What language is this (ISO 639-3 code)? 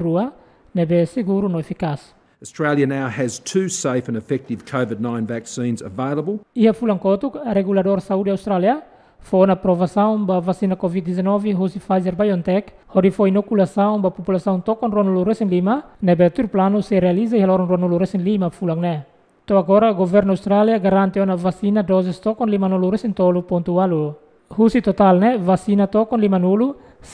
tet